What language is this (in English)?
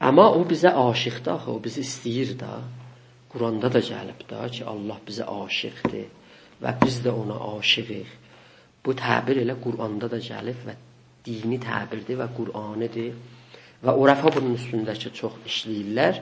South Azerbaijani